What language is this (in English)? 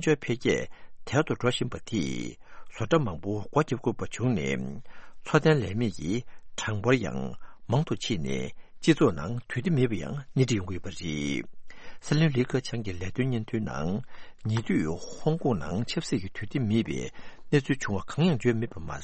Tibetan